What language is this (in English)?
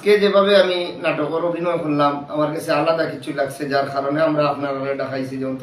Sylheti